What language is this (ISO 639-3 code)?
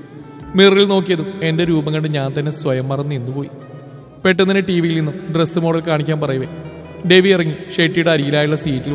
mal